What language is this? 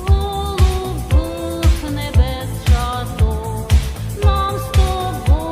Rusyn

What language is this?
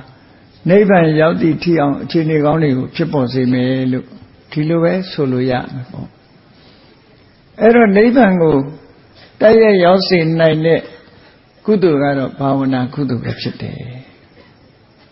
Burmese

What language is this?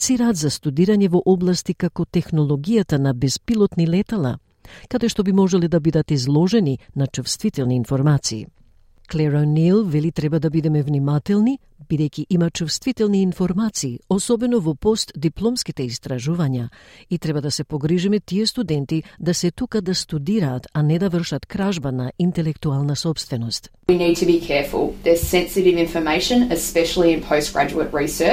Macedonian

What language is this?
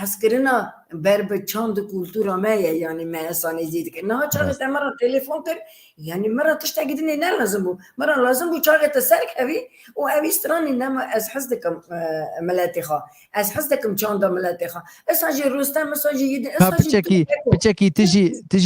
Kurdish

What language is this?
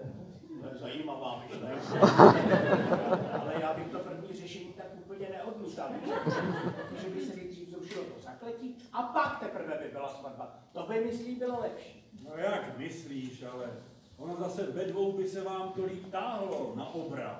Czech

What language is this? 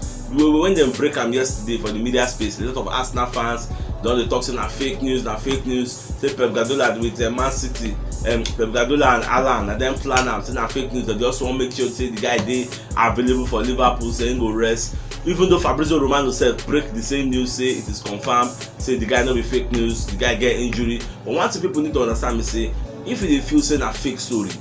Nigerian Pidgin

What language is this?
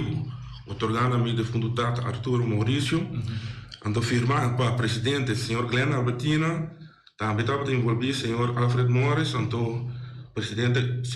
Papiamento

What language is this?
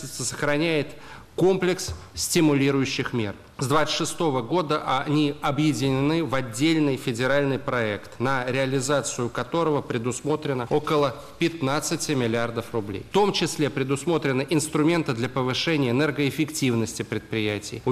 Russian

